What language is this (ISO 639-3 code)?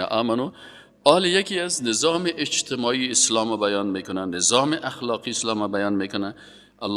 fas